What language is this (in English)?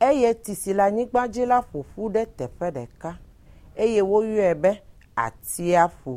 Ewe